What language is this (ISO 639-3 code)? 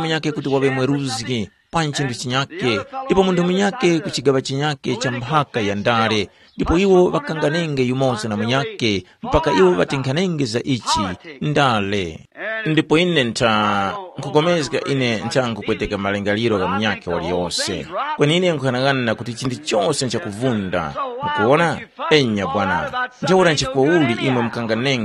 tum